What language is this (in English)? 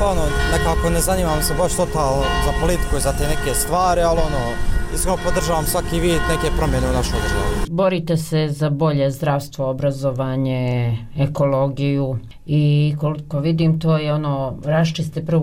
Bosnian